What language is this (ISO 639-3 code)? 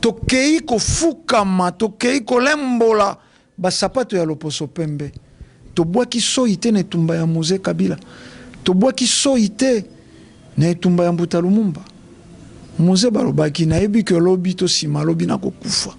lin